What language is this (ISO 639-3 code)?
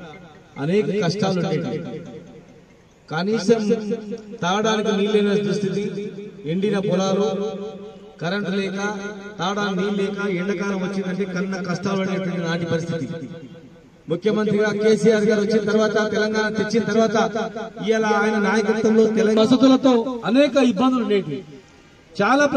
tel